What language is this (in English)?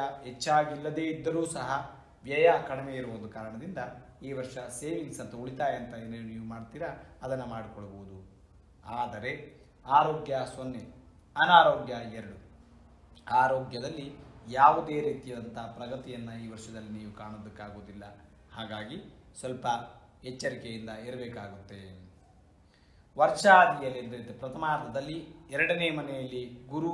Kannada